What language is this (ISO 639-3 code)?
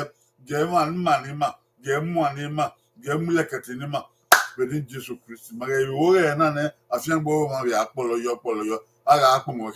bin